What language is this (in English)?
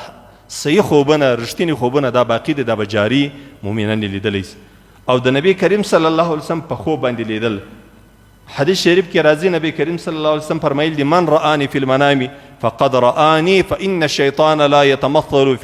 Pashto